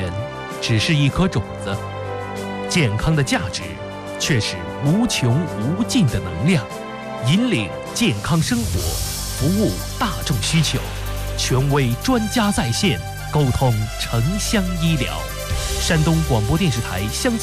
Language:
Chinese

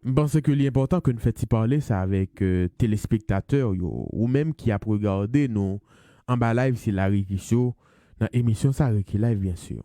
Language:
Haitian Creole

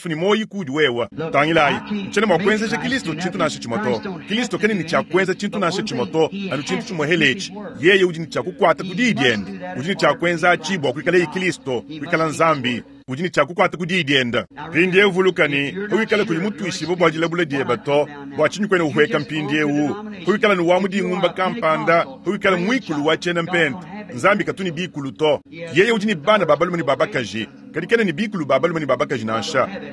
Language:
Luba-Lulua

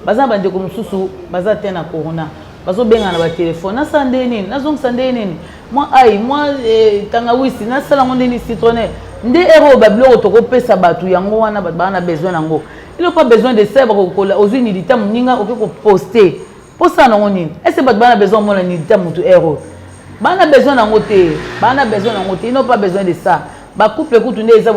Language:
Lingala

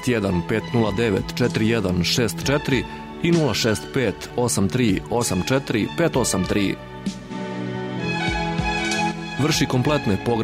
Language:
Serbian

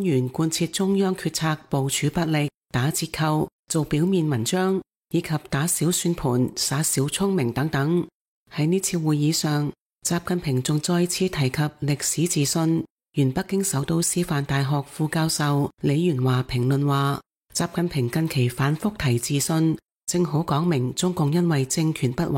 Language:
Cantonese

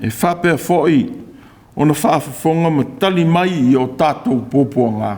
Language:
Samoan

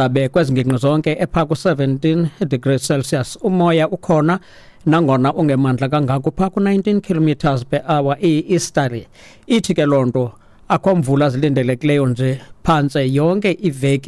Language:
Xhosa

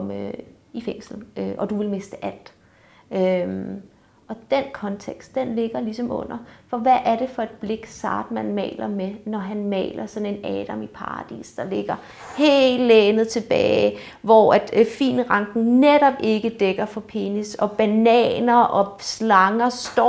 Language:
Danish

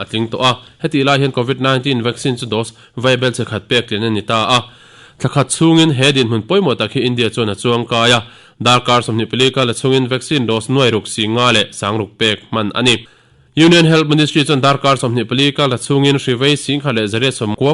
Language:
Mizo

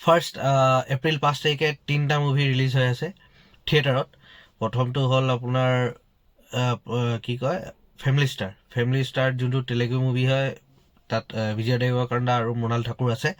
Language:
Assamese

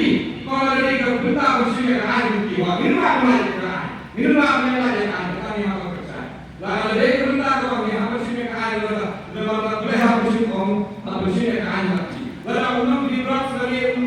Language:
Khasi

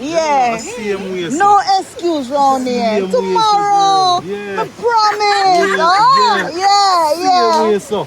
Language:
Jamaican Creole English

